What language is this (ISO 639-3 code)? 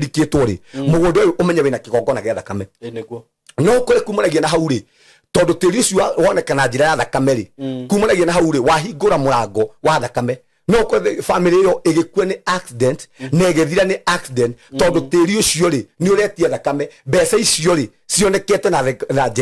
kik